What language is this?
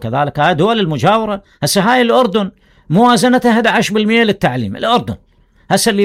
Mesopotamian Arabic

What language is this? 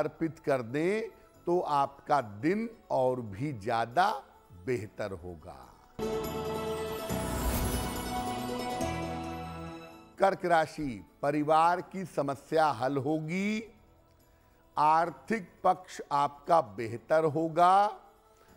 Hindi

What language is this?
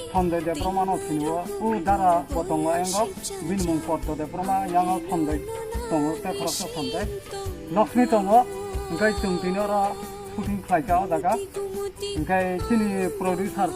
Kok Borok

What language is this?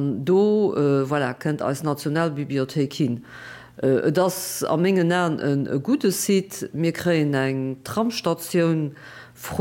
Luxembourgish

